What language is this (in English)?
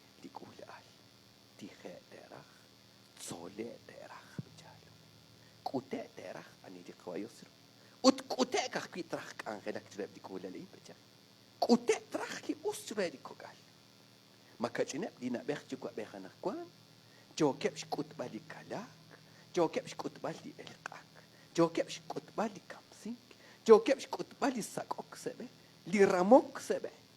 Kekchí